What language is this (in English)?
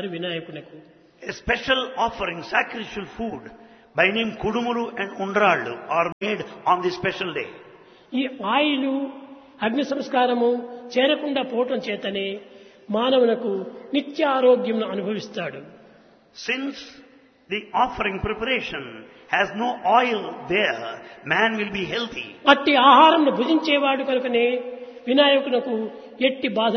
Telugu